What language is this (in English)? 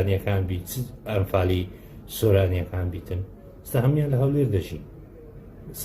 Central Kurdish